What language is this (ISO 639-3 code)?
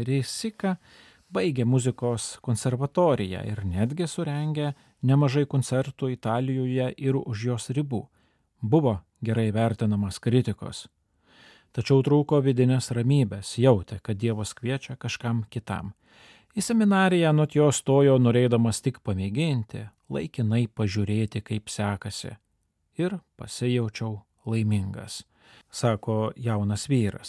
lit